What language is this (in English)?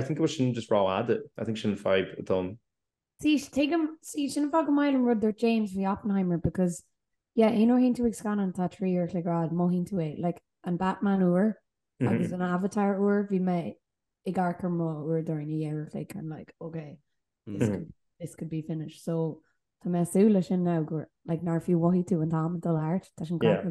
Irish